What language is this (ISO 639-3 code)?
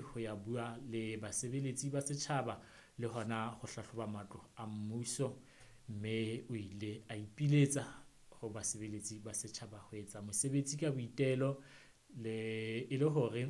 sot